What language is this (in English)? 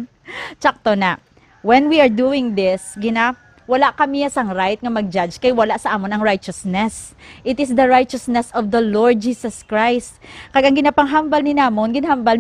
Hiligaynon